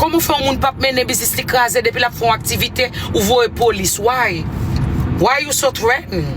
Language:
Haitian Creole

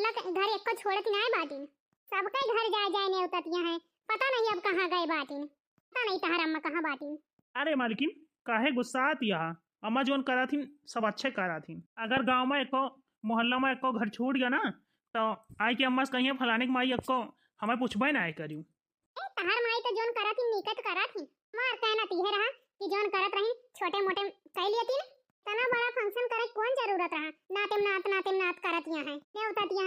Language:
Awadhi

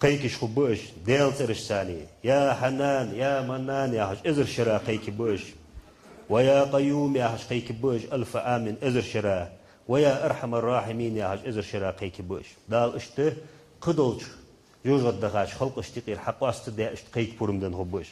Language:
Ingush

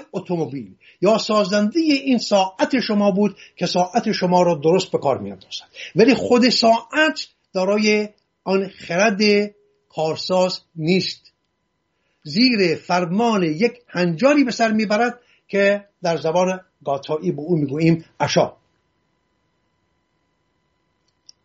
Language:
Persian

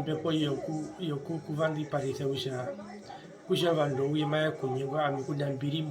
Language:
Herero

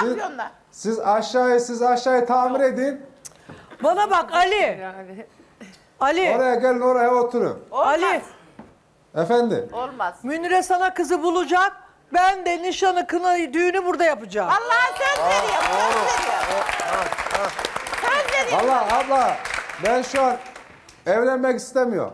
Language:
Turkish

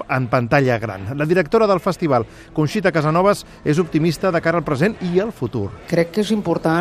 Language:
Catalan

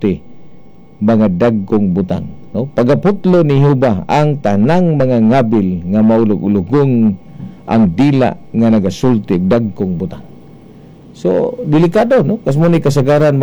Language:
Cebuano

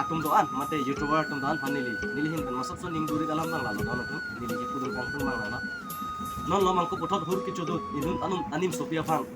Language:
Karbi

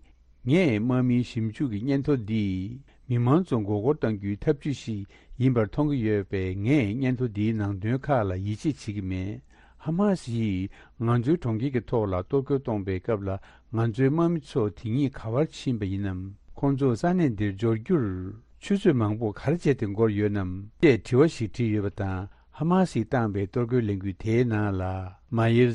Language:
Tibetan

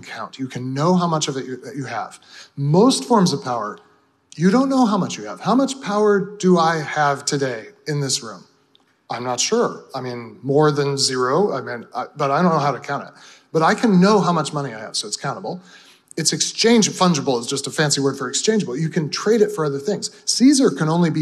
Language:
English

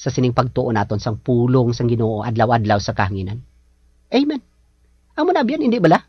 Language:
Hiligaynon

